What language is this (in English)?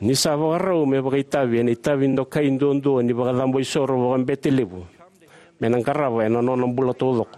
Fijian